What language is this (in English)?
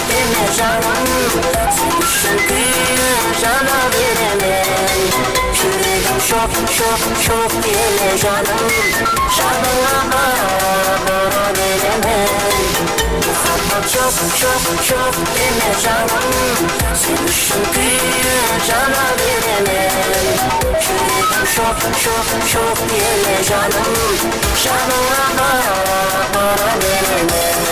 Kara-Kalpak